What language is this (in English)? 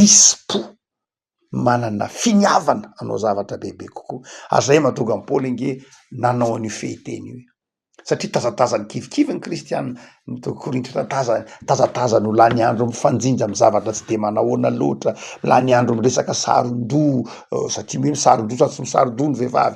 Malagasy